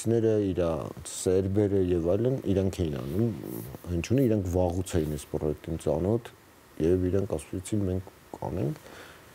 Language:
Armenian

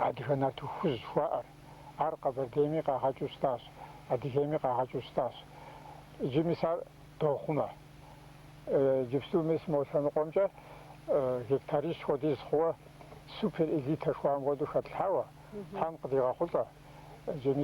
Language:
Kabardian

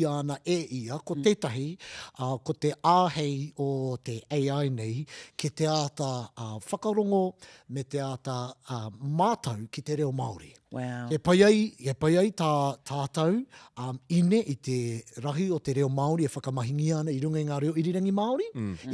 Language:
Māori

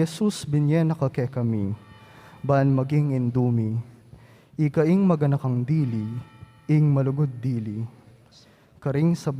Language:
Pampanga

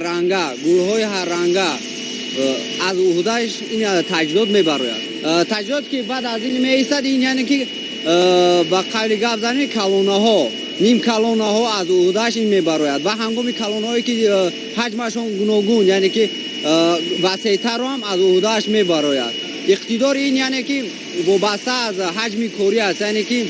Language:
Tajik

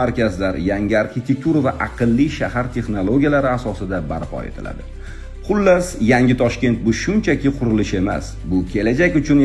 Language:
Uzbek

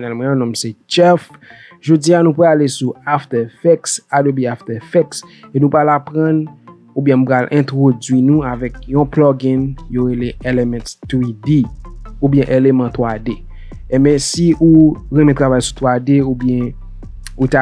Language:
Haitian Creole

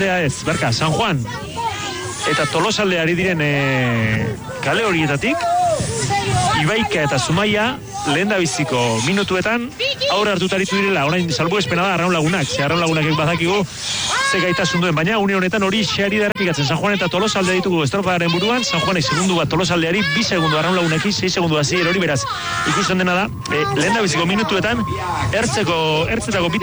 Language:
Basque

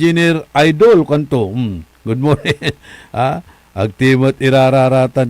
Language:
Pangasinan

